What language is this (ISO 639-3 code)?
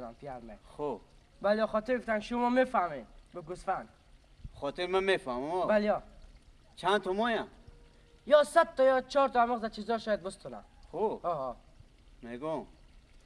fas